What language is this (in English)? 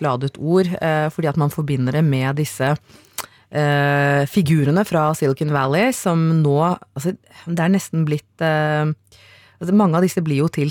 Norwegian